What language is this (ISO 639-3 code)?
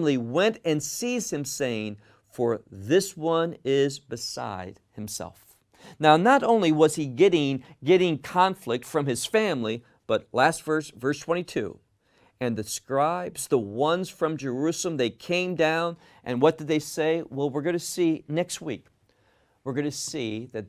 eng